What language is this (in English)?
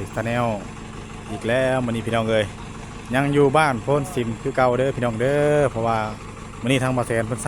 Northeastern Thai